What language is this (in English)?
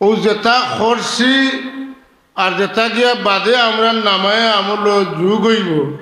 Sylheti